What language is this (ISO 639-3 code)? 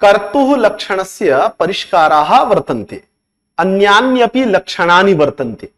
san